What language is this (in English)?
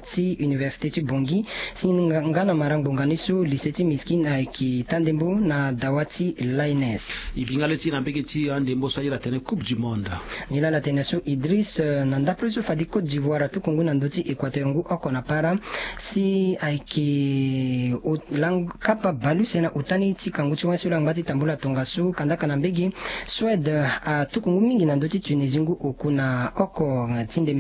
Sango